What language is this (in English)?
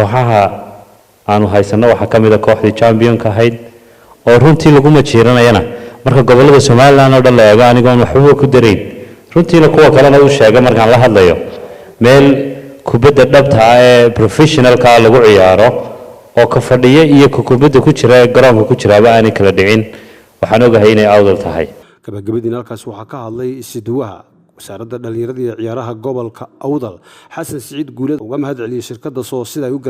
Somali